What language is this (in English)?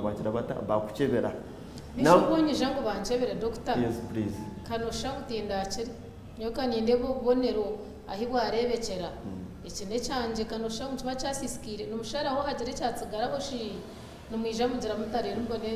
Nyankole